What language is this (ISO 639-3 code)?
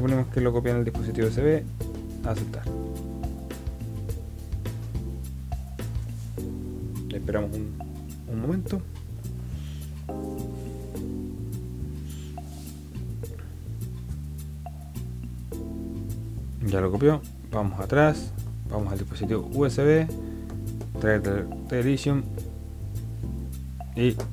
spa